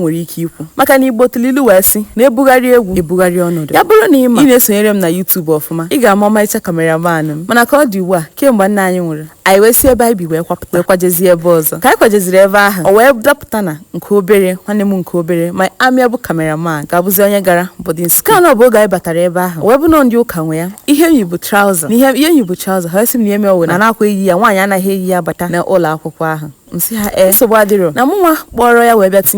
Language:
Igbo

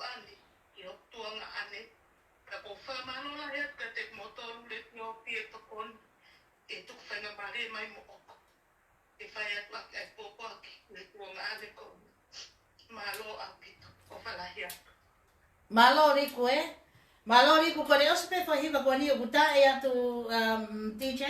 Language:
Tongan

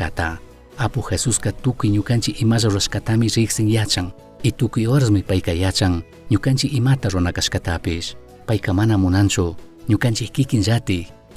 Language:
Chimborazo Highland Quichua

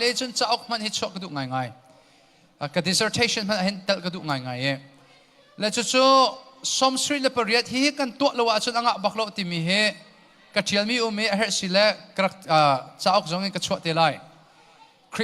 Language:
Hakha Chin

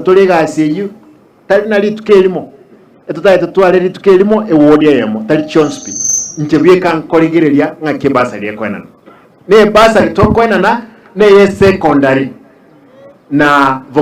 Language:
Gusii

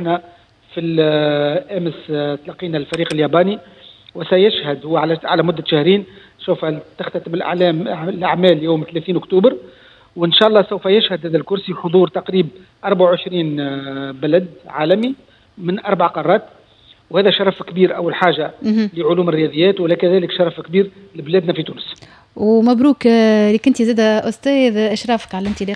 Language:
Tunisian Arabic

